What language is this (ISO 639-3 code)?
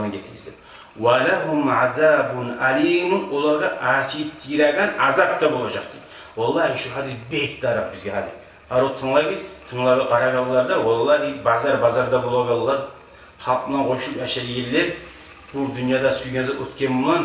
kum